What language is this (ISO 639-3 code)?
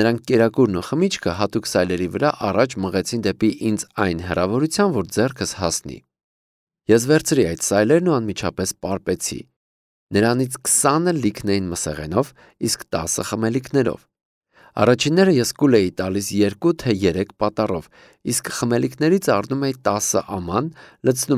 hye